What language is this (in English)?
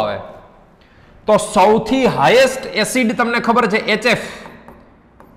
Gujarati